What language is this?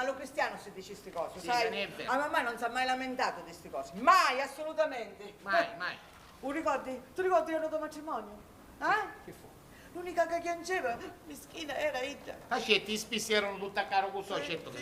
Sicilian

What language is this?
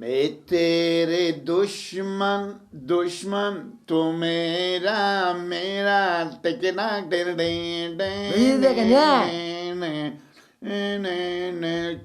Persian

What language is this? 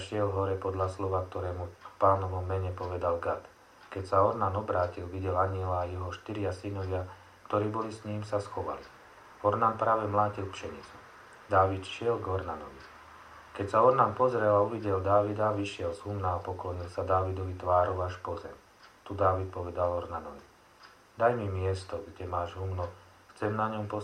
Slovak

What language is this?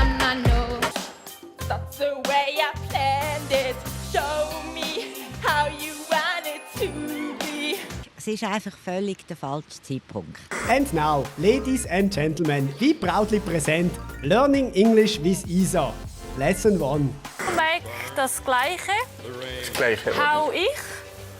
Swiss German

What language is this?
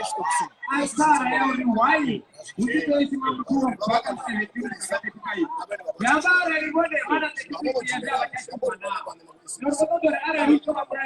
Venda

